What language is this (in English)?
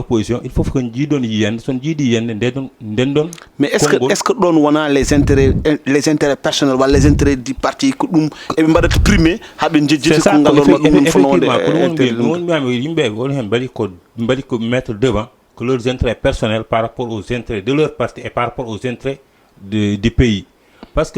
Fula